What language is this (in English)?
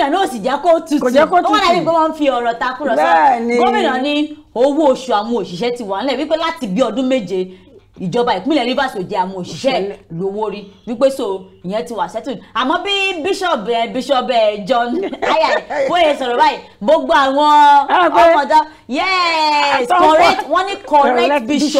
Yoruba